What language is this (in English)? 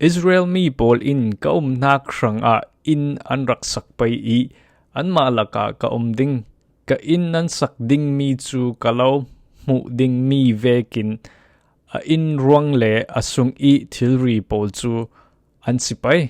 Falam Chin